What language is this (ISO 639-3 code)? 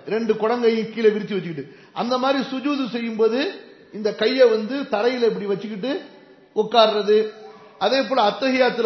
tam